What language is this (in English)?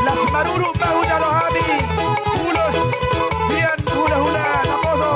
Batak Toba